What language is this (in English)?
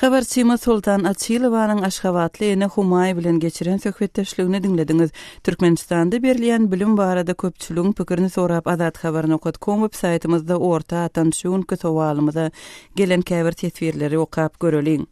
Turkmen